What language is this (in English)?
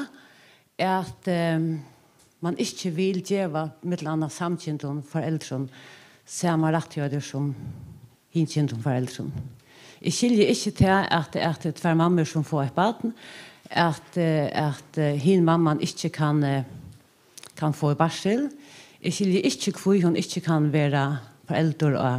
Faroese